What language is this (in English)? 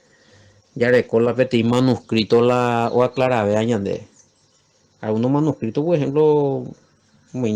Guarani